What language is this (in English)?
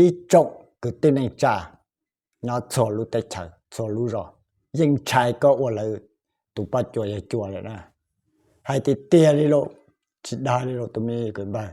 Hmong